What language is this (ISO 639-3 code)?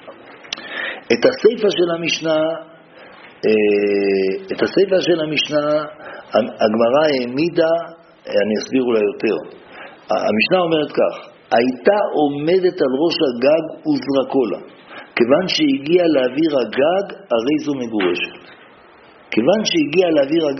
heb